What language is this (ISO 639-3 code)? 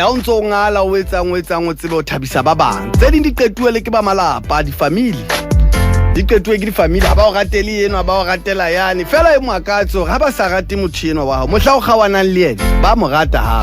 sot